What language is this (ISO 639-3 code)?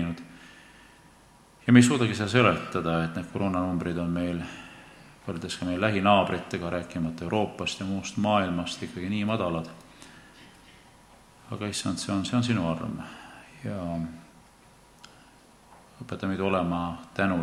est